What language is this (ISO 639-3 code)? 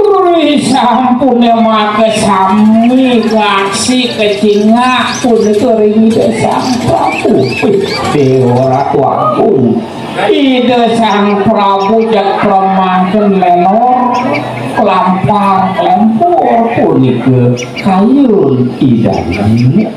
ban